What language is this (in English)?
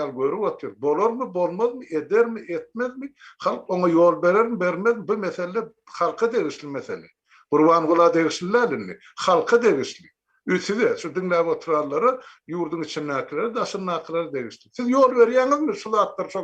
Turkmen